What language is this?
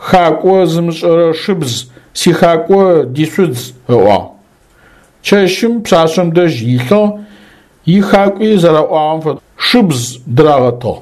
Adyghe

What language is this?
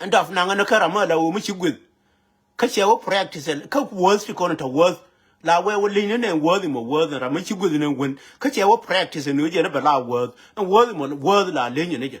Nuer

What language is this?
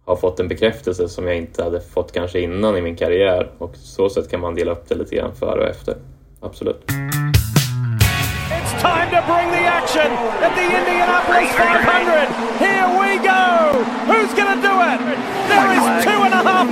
Swedish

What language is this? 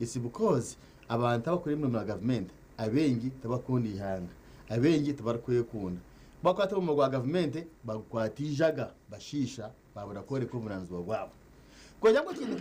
Nyankole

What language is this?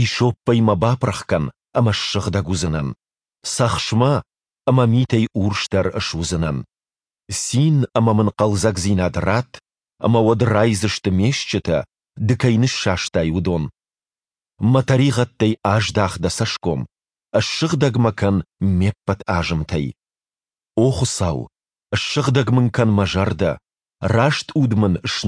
Ossetic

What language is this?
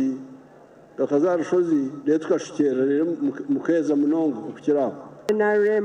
Nyankole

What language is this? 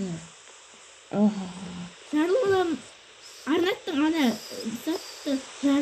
Kazakh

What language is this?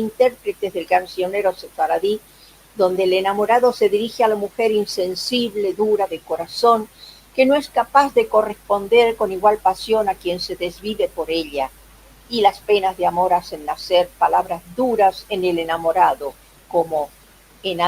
Ladino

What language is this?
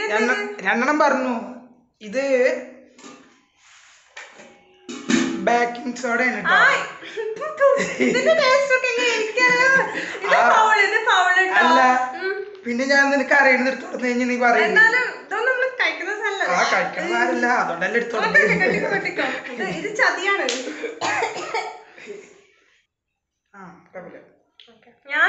Malayalam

